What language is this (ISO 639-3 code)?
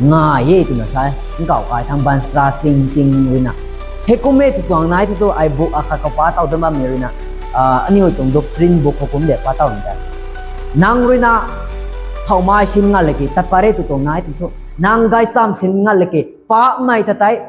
nbu